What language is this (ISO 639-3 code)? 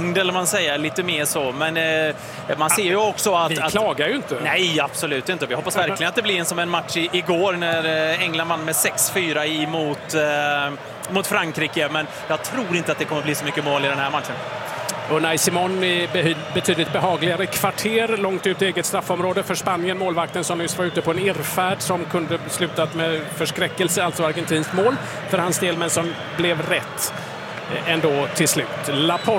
swe